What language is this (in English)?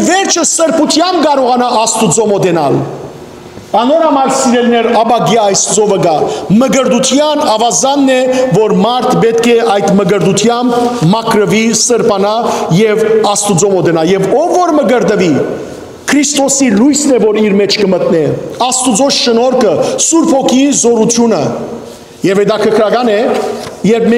Western Armenian